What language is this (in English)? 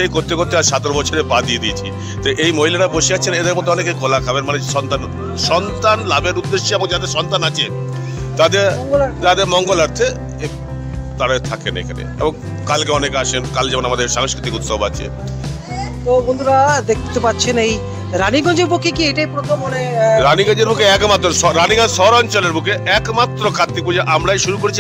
Bangla